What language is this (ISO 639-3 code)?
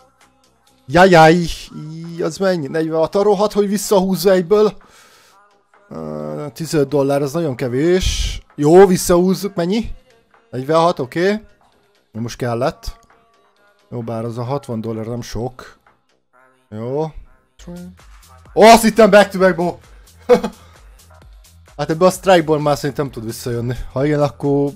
hun